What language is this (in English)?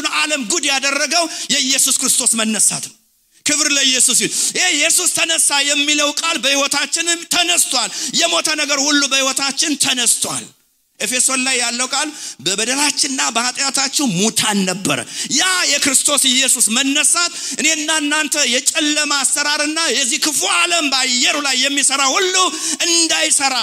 Amharic